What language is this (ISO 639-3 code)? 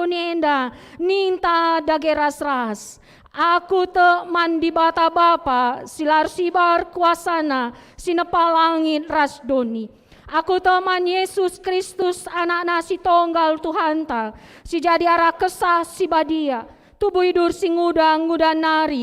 btx